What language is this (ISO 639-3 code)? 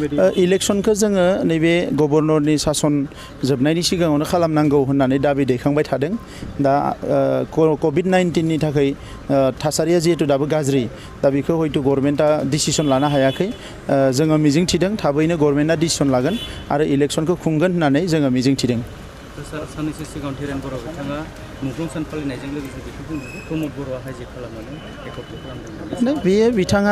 brx